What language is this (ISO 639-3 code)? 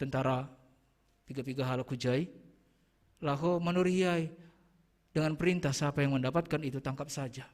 bts